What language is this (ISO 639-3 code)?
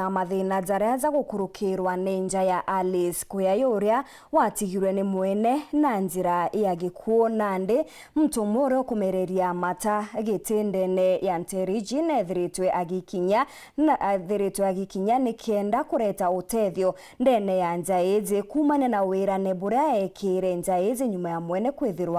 mer